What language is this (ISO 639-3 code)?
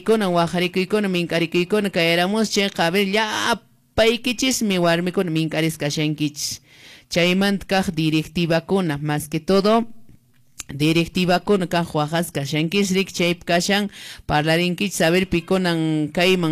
que